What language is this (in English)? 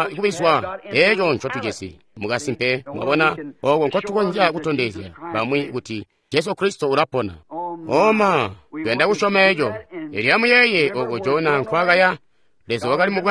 Tonga (Zambia)